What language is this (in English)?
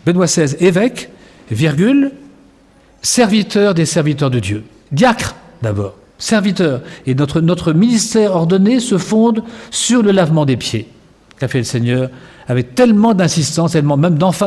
French